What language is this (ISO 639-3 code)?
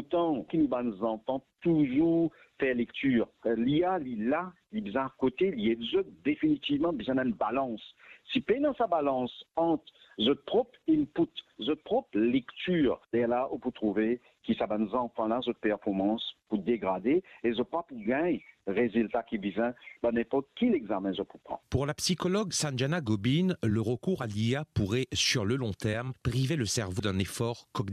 mfe